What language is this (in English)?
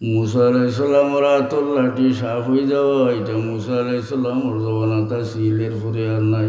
Sylheti